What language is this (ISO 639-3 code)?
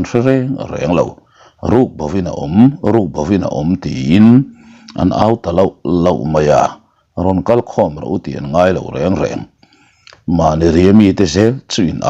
lus